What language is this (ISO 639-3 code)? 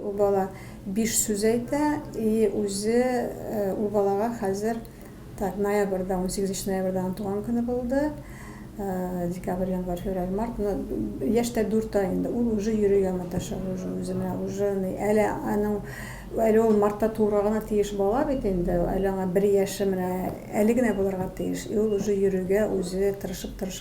tat